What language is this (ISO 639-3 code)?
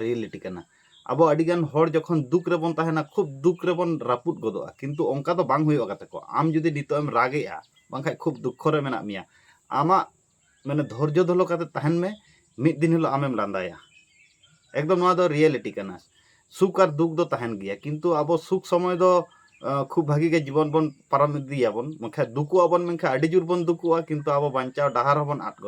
sat